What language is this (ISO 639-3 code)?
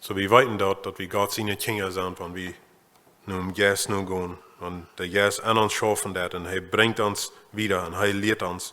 pdt